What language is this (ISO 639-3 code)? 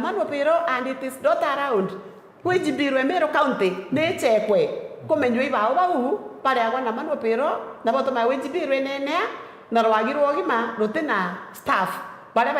mer